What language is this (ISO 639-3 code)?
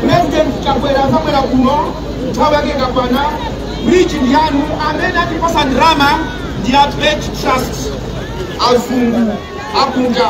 nya